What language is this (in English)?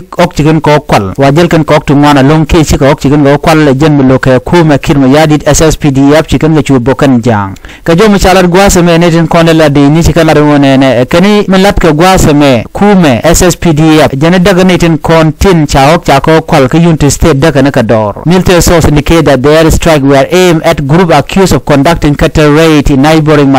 Nuer